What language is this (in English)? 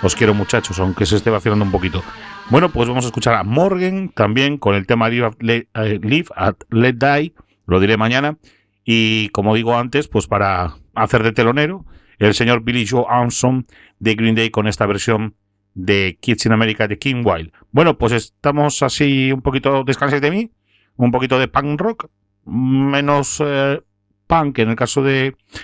Spanish